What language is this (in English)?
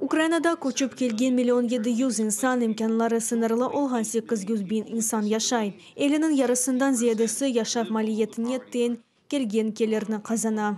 Crimean Tatar